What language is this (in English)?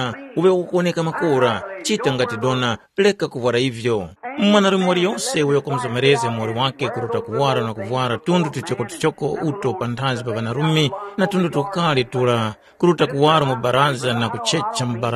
Tumbuka